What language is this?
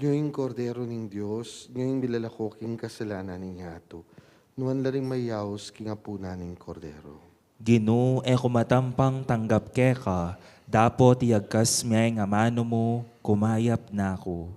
Pampanga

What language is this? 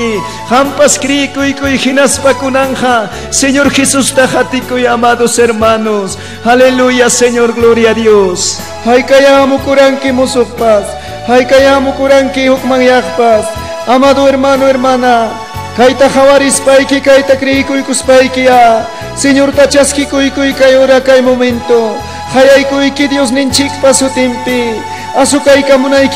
Ayacucho Quechua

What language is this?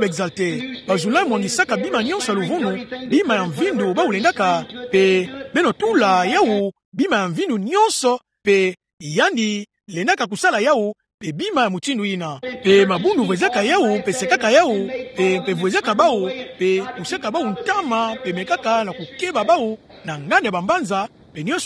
Kituba (Democratic Republic of Congo)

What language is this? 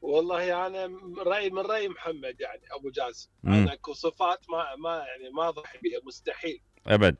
Mesopotamian Arabic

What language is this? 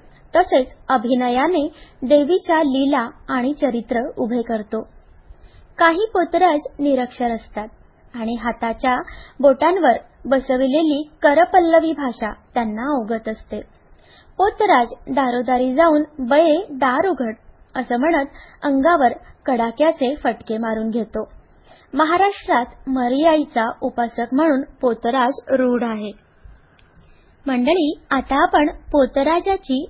Marathi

